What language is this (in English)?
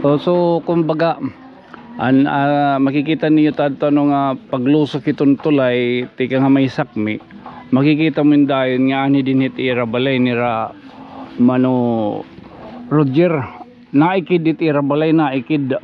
Waray